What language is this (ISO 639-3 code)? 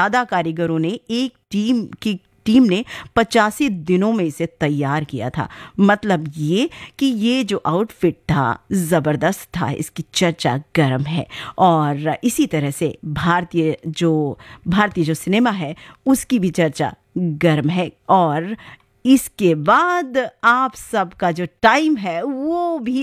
hin